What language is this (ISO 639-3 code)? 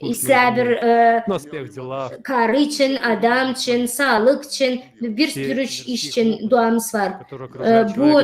gag